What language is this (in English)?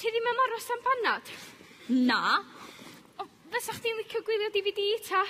Welsh